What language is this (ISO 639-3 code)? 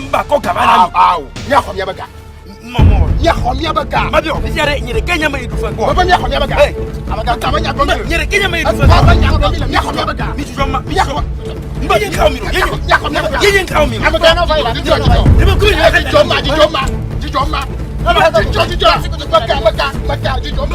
ewe